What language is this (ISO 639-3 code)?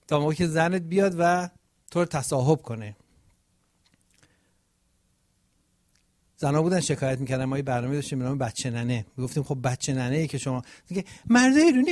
fas